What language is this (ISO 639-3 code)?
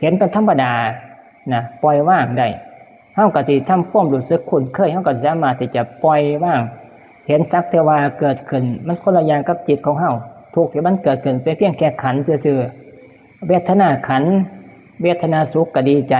tts